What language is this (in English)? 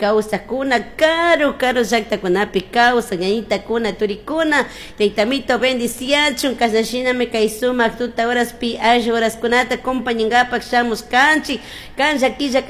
Chimborazo Highland Quichua